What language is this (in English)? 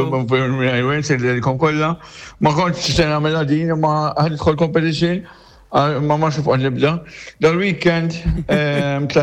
Maltese